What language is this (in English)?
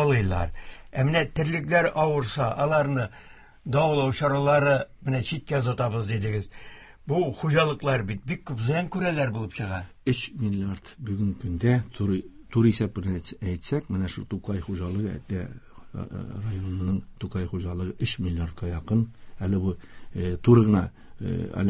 Tatar